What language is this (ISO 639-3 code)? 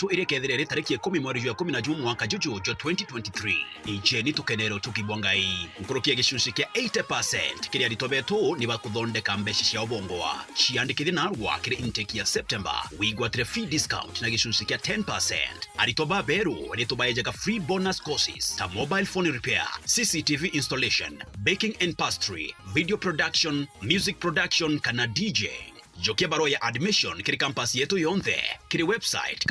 mer